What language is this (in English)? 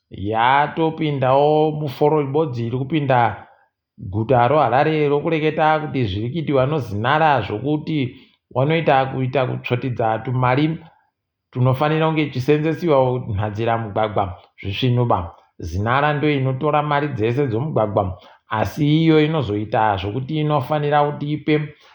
Ndau